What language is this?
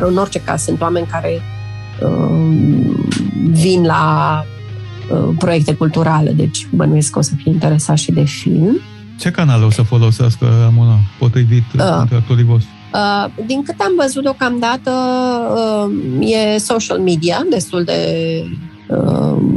Romanian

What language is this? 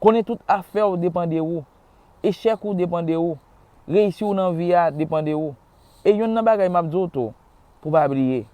Haitian Creole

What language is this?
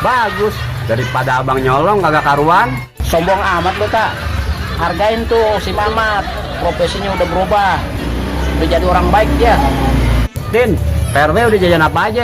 Betawi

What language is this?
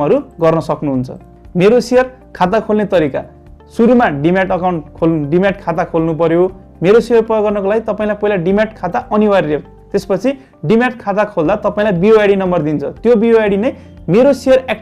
Nepali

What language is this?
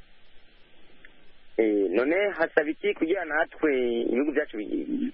Kinyarwanda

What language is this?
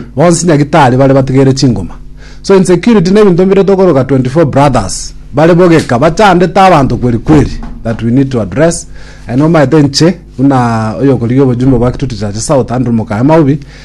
Gusii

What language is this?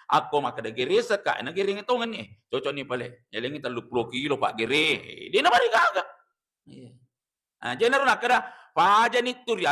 Buginese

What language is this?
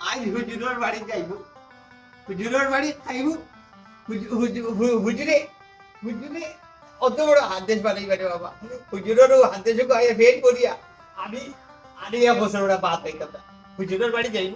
Sylheti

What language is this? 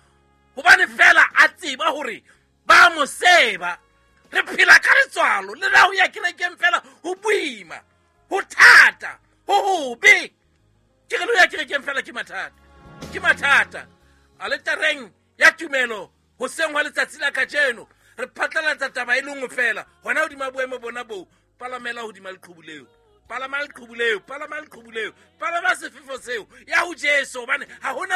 Southern Sotho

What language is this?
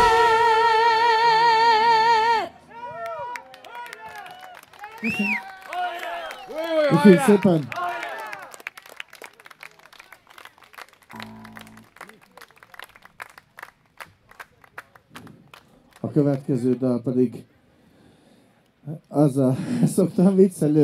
Hungarian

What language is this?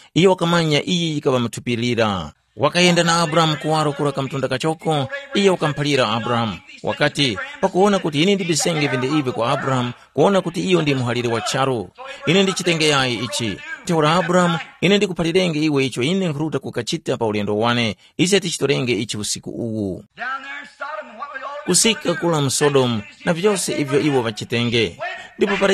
Tumbuka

